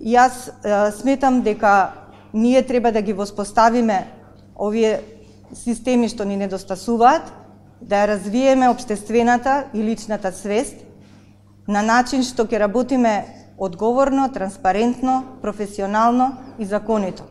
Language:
Macedonian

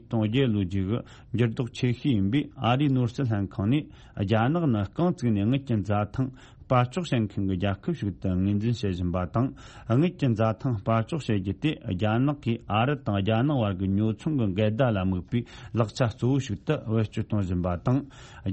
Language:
Tibetan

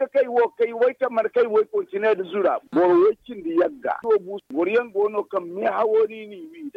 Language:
Zarma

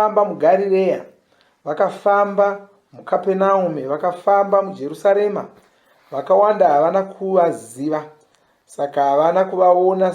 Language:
Shona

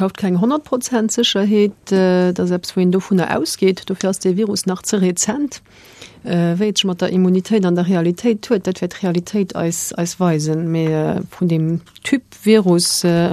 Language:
Luxembourgish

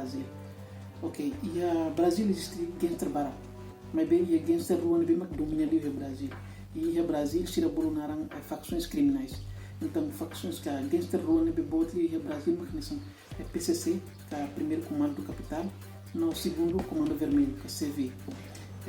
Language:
Tetum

